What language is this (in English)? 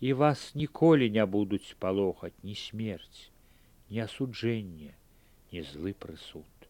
Belarusian